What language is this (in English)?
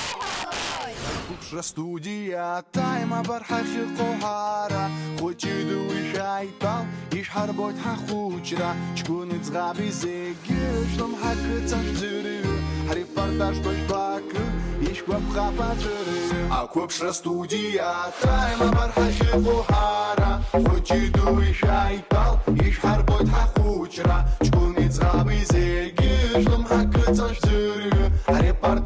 Abkhazian